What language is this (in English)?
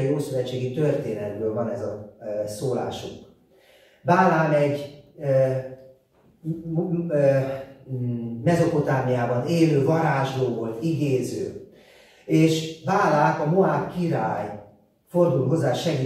Hungarian